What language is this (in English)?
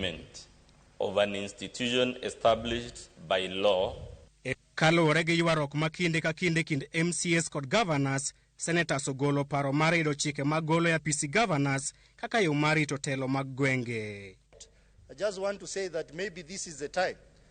Luo (Kenya and Tanzania)